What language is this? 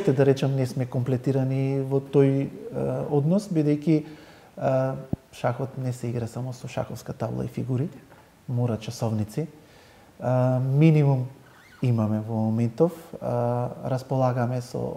Macedonian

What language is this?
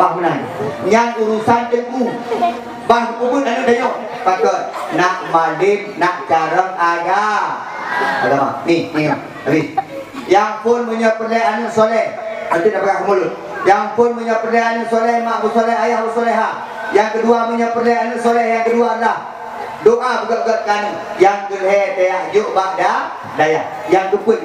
Achinese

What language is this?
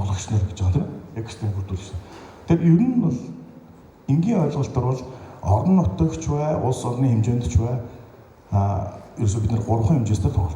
Mongolian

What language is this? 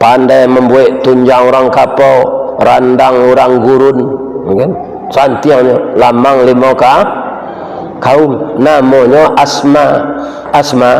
Minangkabau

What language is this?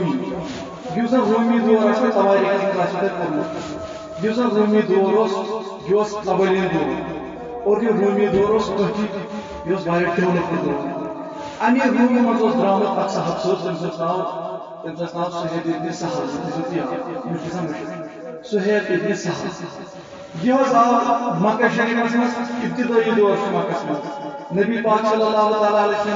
Kashmiri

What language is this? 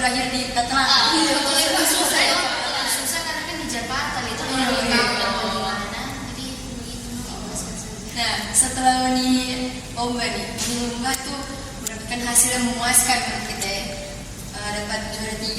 Manado Malay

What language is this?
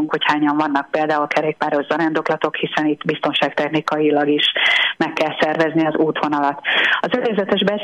Hungarian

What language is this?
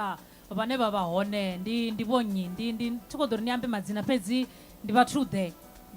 Venda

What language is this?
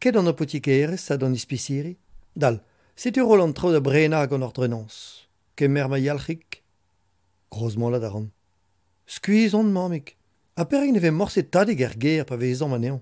Breton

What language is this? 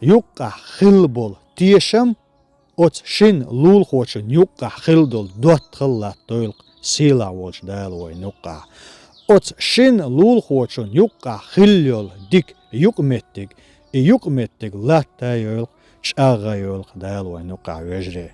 Chechen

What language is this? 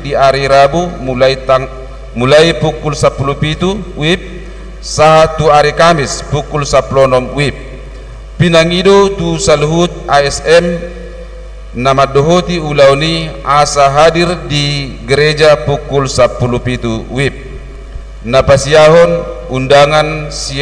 Batak Toba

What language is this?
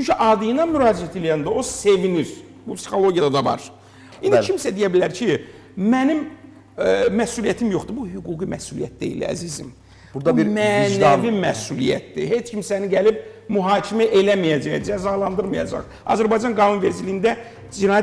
Azerbaijani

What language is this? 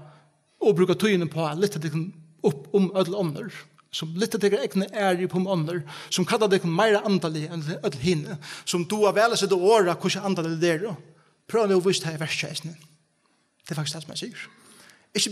Faroese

